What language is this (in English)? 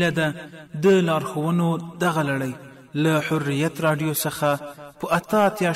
Pashto